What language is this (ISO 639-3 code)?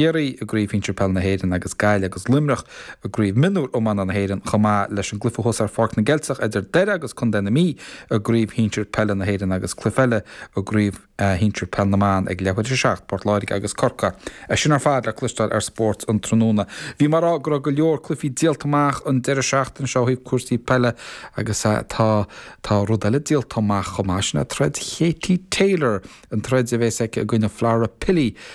gle